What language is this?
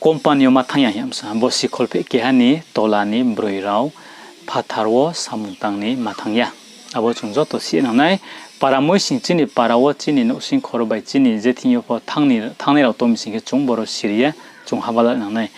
Riang (India)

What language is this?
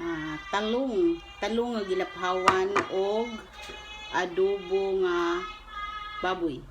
Cebuano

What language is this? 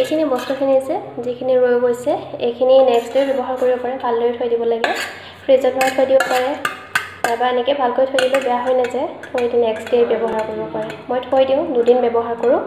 Assamese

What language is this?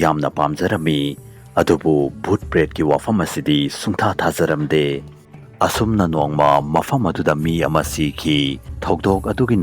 Manipuri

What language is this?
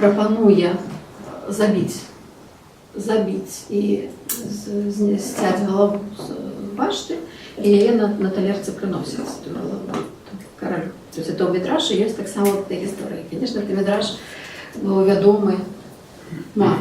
Belarusian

